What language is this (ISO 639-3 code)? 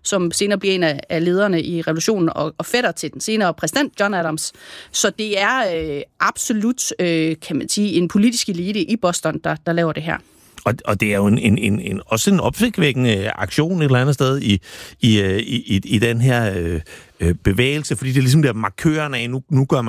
dan